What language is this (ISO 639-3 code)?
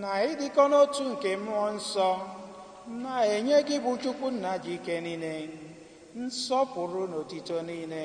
ibo